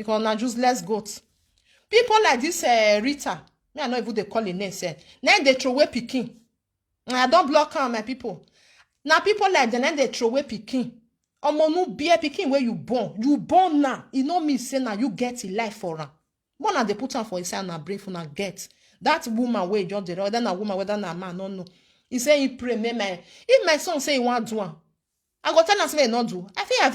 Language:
Nigerian Pidgin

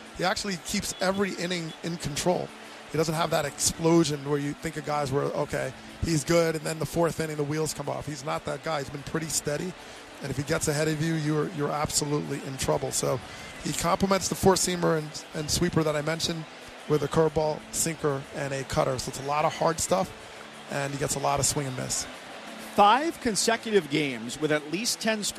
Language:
English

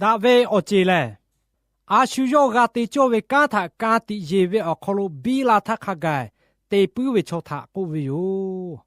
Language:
Lahu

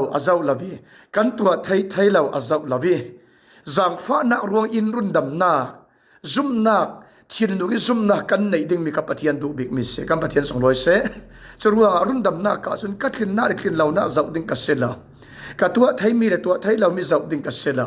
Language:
Falam Chin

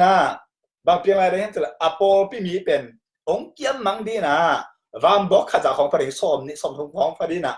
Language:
Tedim Chin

